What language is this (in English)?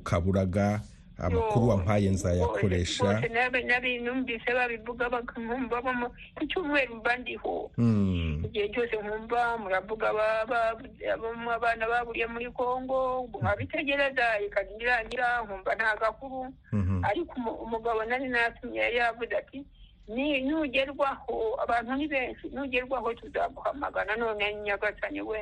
Kinyarwanda